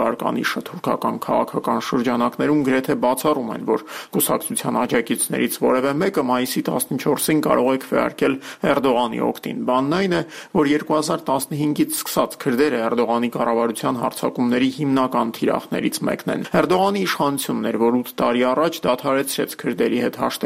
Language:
Armenian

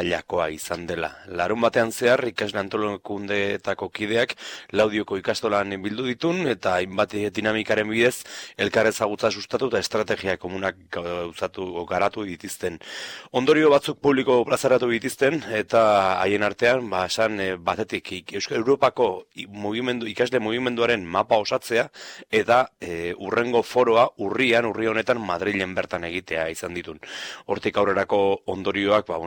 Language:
Basque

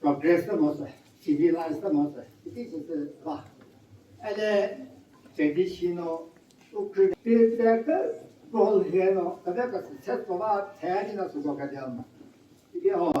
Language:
Chokri Naga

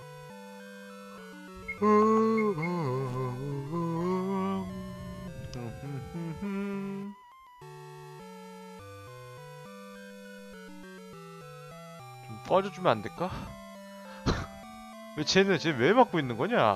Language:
Korean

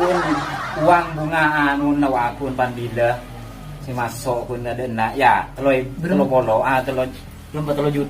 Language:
Madurese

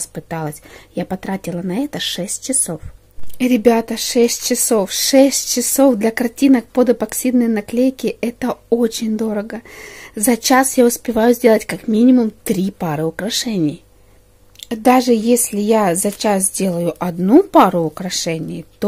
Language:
Russian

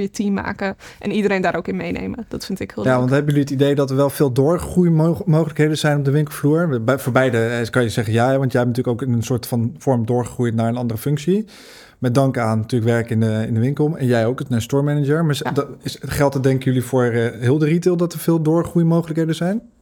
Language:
Dutch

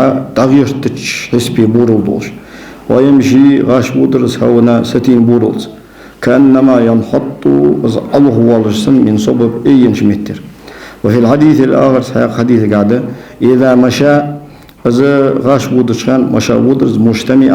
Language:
Ingush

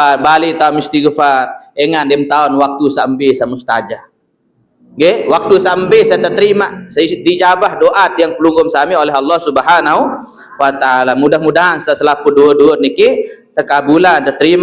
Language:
Sasak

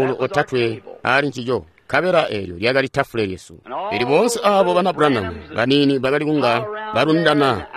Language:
Tonga (Zambia)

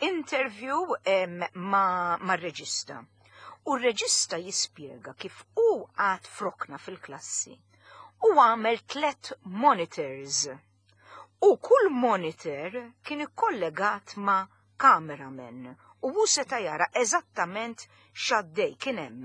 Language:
Maltese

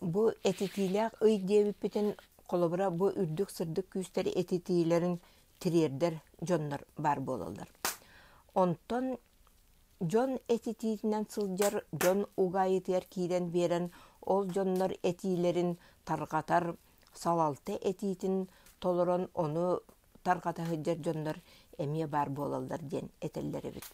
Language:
Yakut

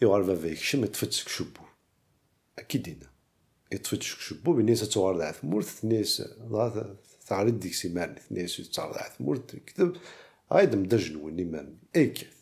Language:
Kabyle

